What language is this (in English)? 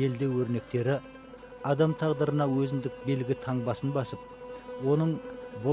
Kazakh